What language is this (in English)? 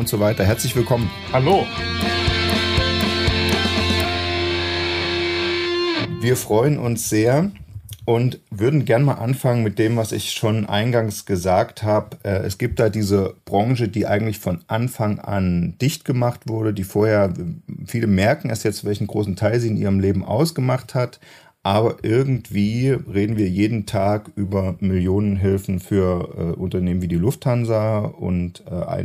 German